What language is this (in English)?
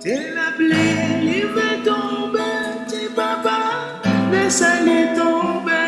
Réunion Creole French